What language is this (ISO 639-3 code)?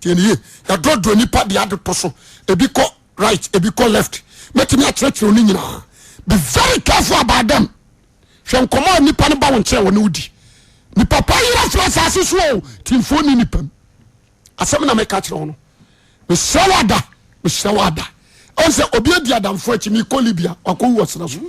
aka